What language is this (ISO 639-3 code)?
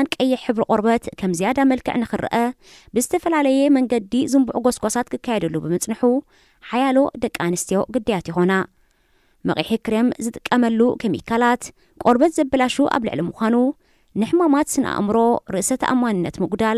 tir